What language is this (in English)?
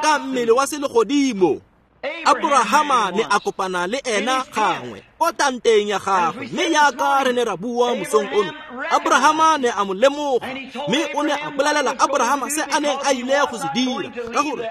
Tswana